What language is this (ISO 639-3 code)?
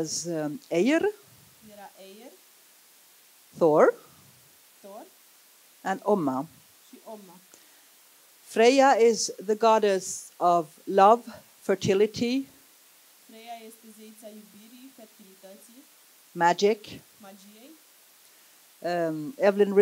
ron